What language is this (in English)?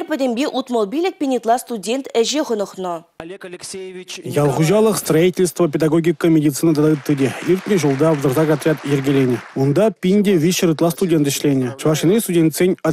Chuvash